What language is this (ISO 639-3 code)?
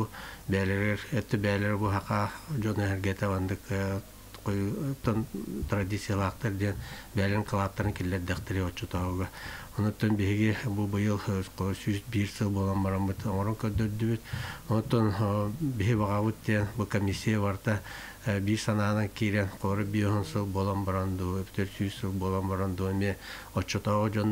sah